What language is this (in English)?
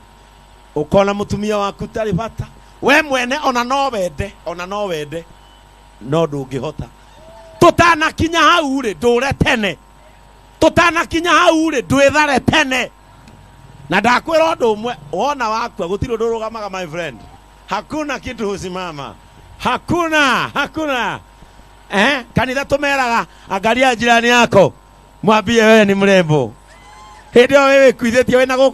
Kikuyu